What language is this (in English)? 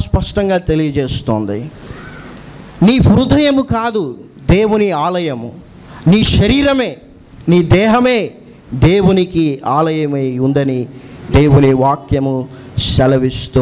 Telugu